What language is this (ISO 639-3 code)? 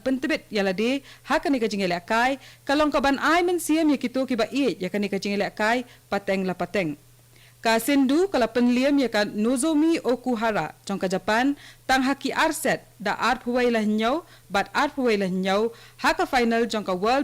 kha